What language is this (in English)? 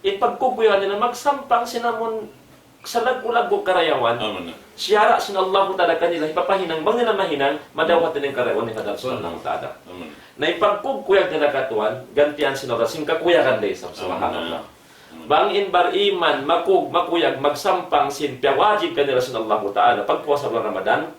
Tausug